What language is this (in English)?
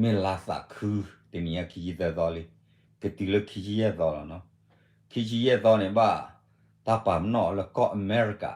S'gaw Karen